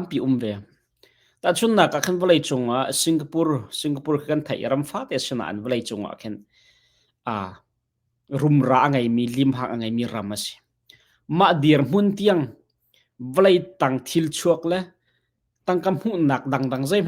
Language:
Hakha Chin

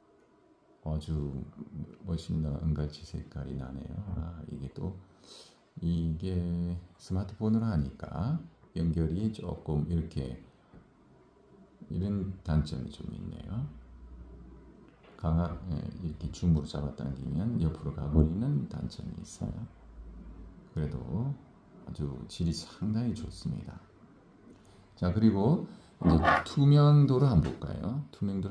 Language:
Korean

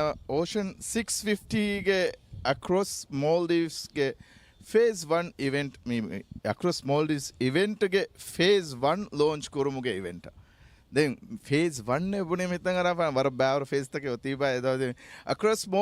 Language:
Divehi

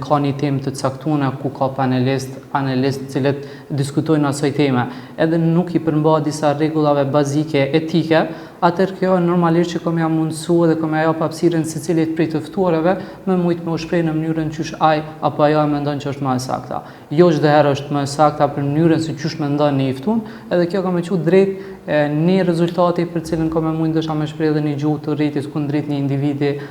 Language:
Albanian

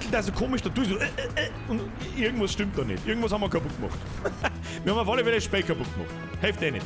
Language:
Bavarian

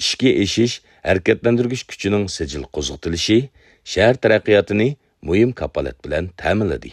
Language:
Uyghur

